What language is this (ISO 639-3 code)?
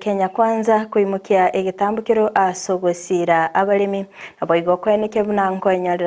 guz